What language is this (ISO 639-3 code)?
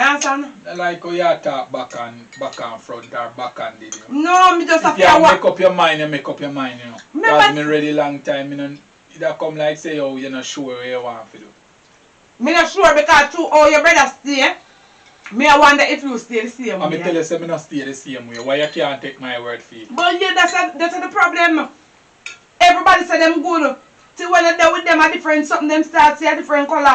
jam